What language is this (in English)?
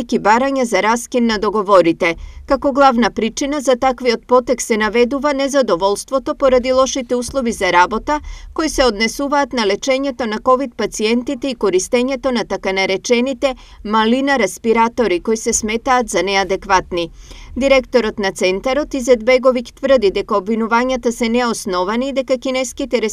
Macedonian